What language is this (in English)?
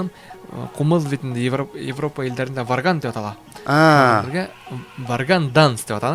Bashkir